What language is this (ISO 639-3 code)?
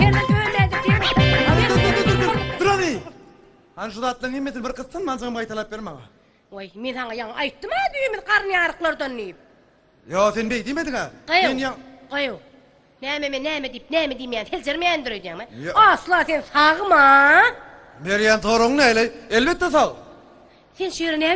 tuk